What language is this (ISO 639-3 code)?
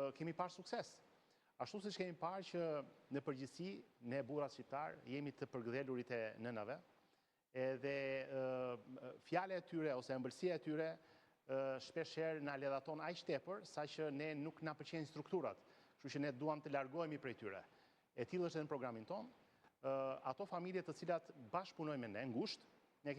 sqi